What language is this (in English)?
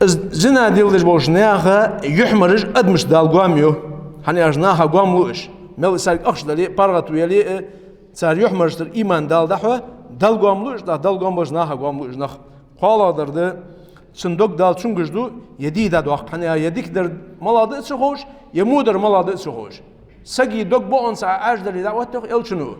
Ingush